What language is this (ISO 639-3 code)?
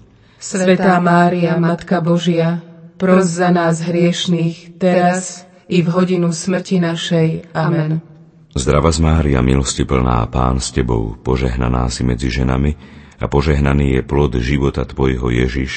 slk